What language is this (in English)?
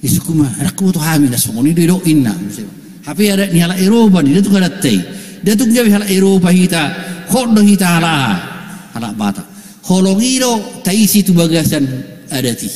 Batak Toba